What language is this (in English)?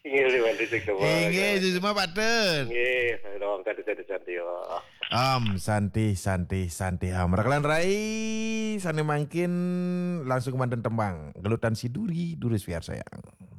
Balinese